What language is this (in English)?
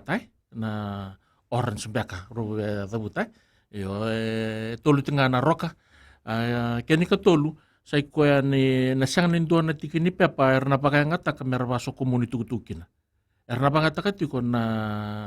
Fijian